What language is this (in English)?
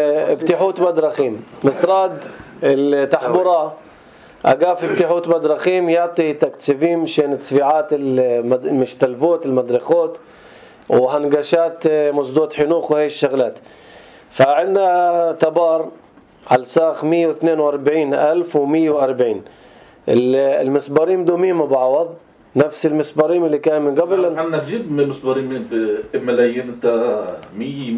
North Levantine Arabic